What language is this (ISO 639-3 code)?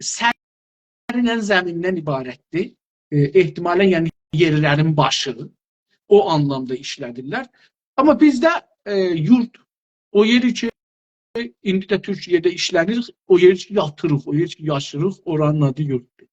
azb